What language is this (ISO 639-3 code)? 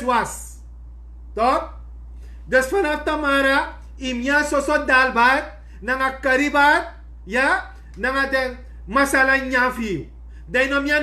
srn